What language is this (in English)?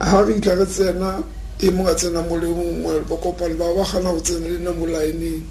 Tswana